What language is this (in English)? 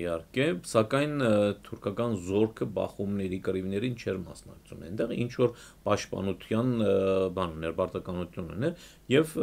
Armenian